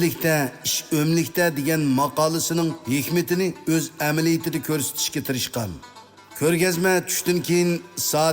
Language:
Uyghur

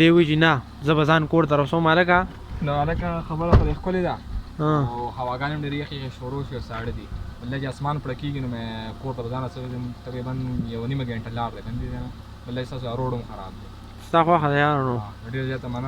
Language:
Pashto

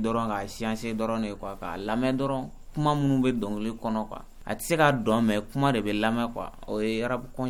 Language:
Bambara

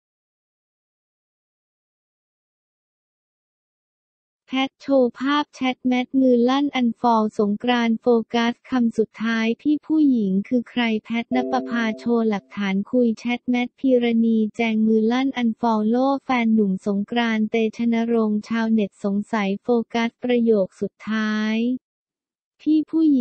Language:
Thai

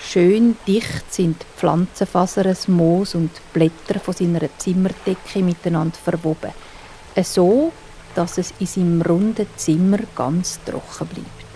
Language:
Swiss German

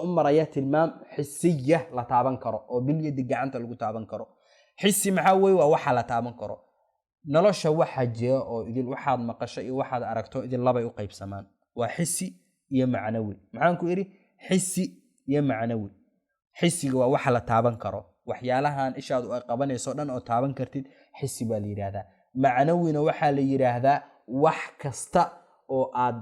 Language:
Somali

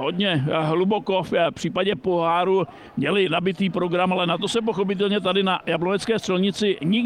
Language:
Czech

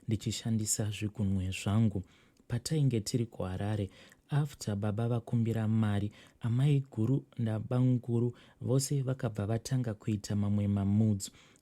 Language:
Shona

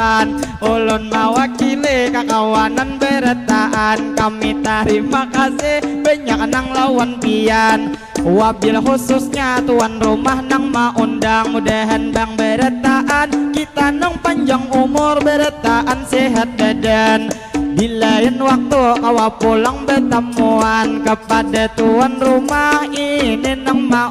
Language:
Banjar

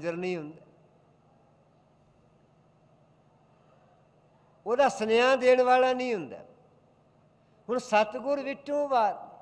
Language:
Punjabi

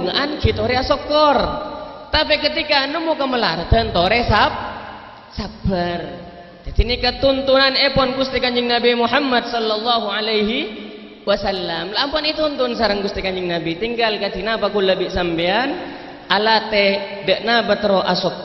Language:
Madurese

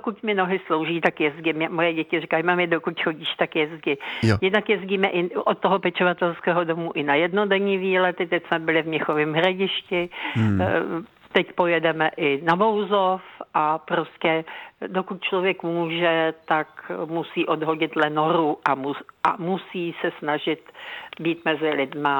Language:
Czech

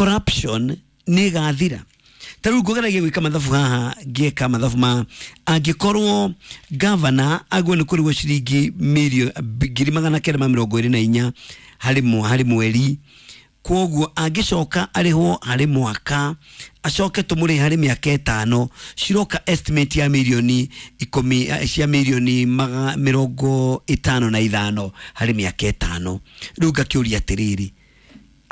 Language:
Kikuyu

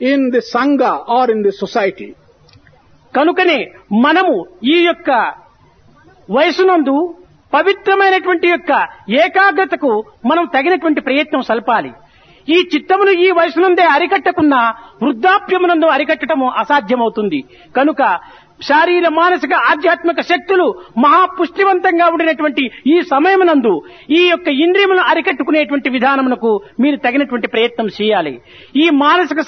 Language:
Telugu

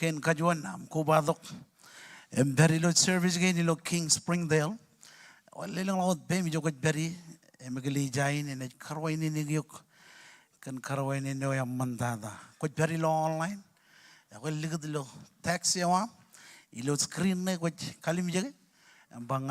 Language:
Marshallese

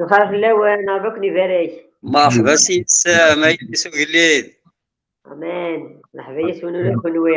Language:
Kabyle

